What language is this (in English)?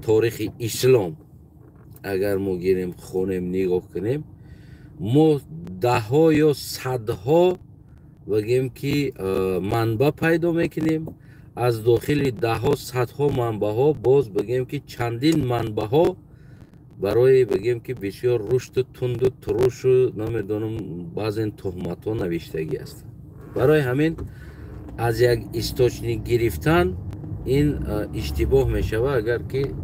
Tajik